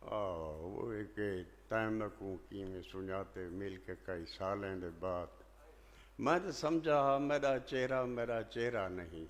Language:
Saraiki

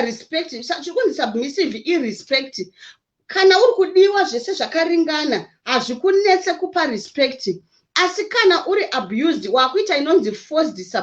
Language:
Shona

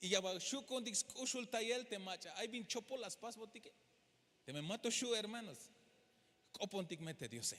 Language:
Tzeltal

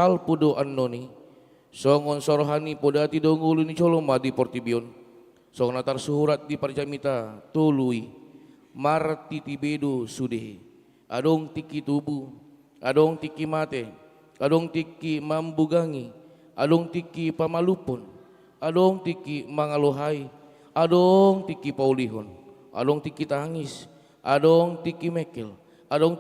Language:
Batak Toba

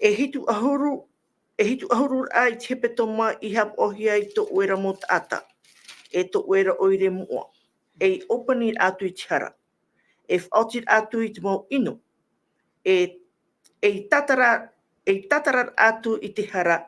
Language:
Tahitian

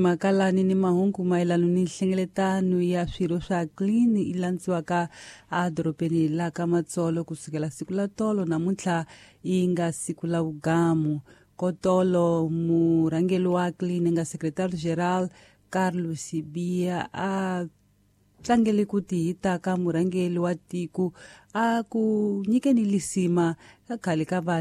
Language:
Tsonga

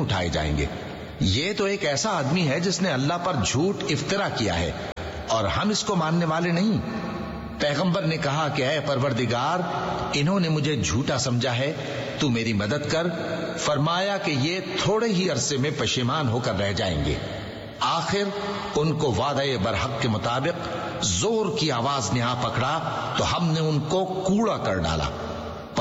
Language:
Urdu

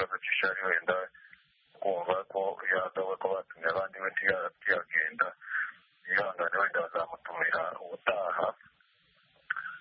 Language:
Kinyarwanda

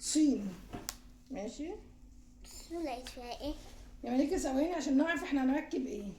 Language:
Egyptian Arabic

